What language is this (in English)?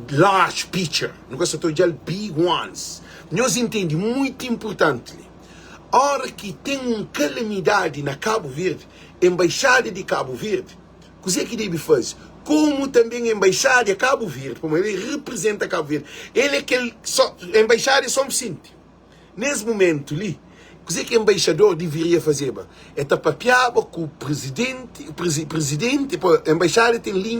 Kabuverdianu